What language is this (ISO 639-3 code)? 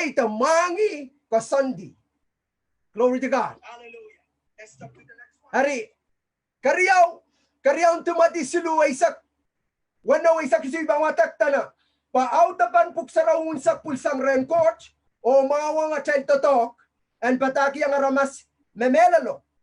pon